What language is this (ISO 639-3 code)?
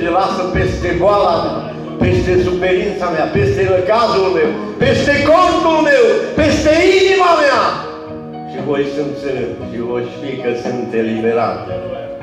ron